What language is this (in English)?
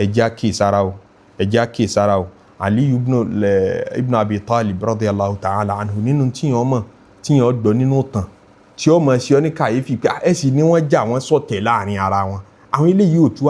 Yoruba